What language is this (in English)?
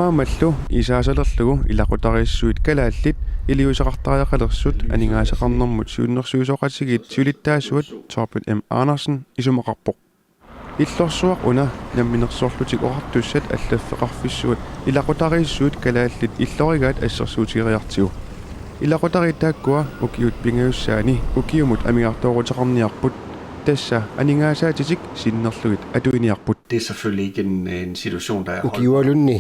Kalaallisut